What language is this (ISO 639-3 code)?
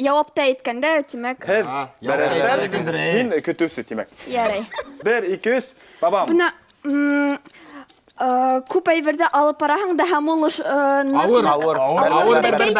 bak